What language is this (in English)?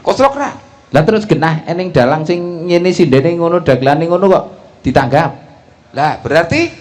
Javanese